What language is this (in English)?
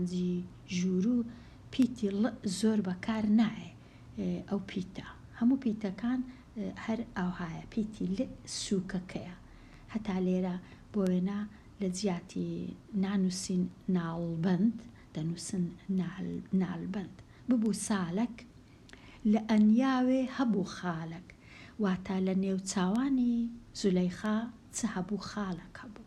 Central Kurdish